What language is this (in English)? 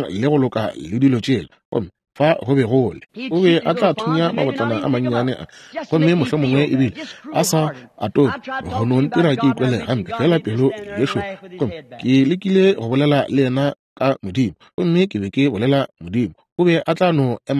Northern Sotho